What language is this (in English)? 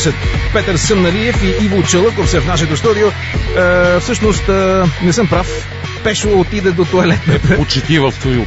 Bulgarian